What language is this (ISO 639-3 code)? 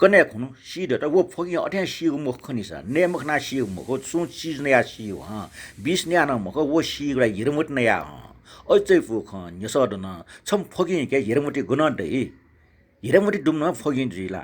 new